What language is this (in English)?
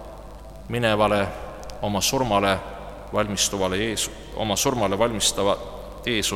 Estonian